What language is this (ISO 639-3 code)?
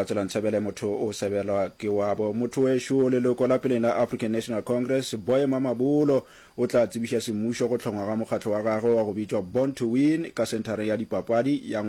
nso